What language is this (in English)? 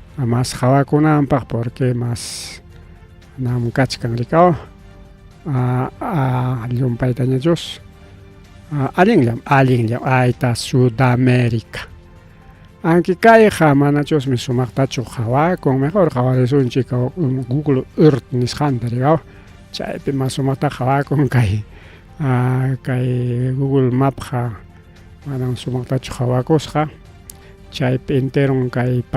Ayacucho Quechua